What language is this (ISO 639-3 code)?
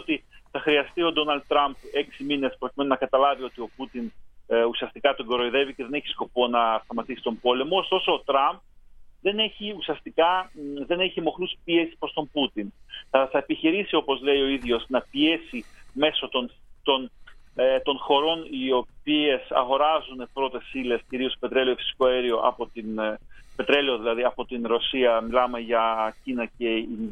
ell